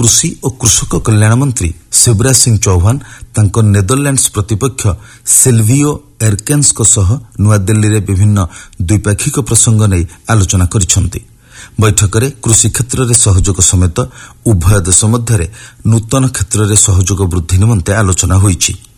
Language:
Odia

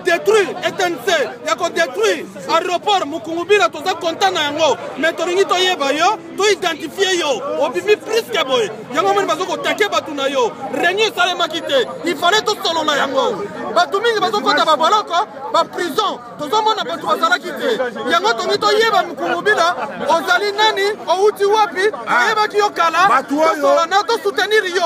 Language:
Lingala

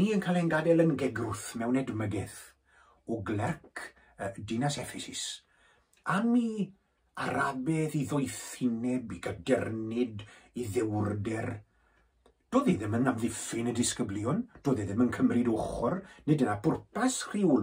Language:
Welsh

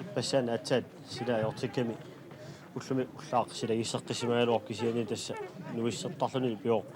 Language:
Kalaallisut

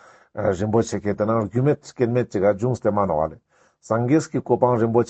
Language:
Ladakhi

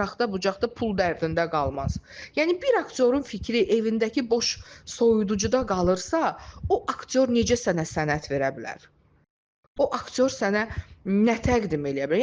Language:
Azerbaijani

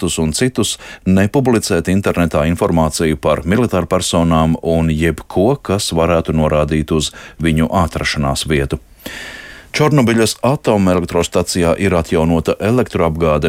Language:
Latvian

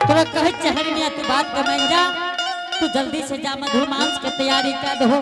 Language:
Angika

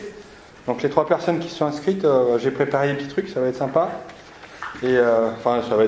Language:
French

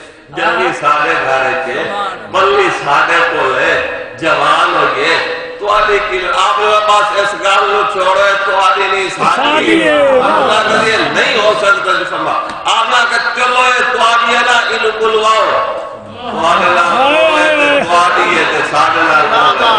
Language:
Saraiki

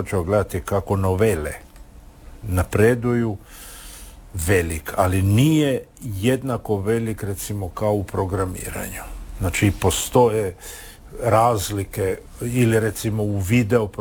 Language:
Croatian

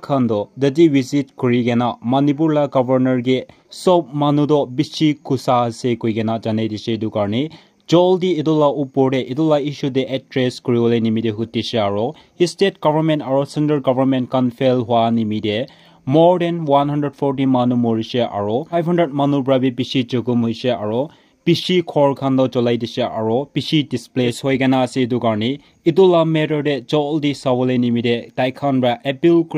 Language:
Naga Pidgin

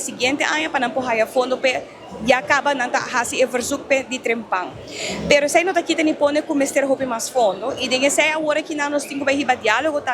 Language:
Papiamento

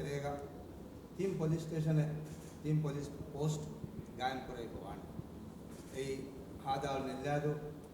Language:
Divehi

